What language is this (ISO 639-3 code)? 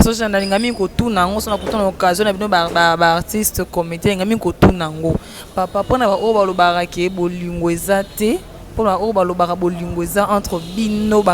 lin